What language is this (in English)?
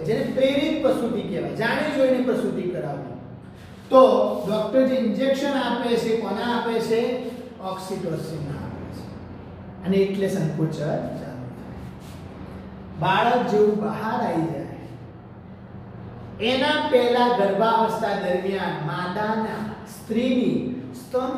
Gujarati